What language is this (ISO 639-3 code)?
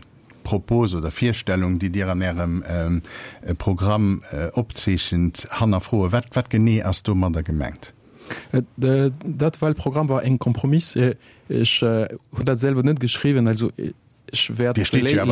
ltz